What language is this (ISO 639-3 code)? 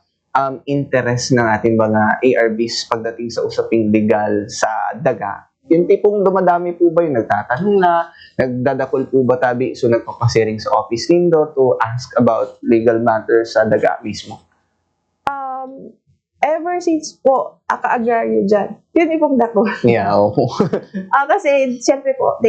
bik